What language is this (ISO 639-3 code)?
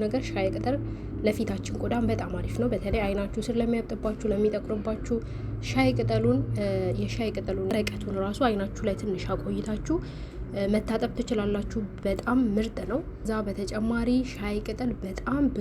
amh